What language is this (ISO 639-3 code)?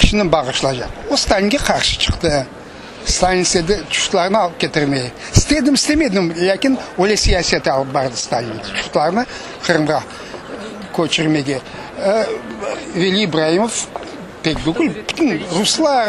crh